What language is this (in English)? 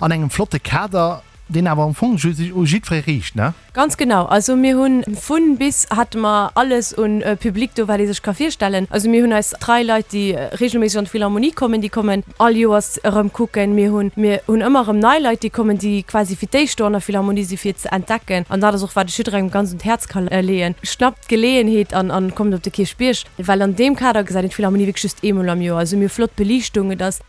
Luxembourgish